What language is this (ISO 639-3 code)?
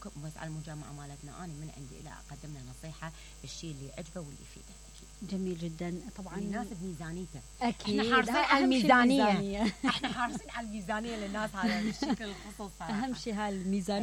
acm